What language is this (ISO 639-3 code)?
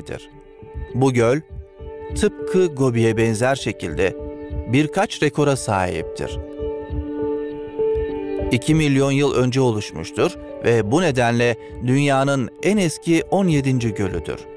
tur